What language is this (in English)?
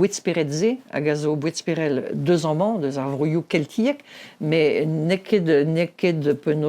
Breton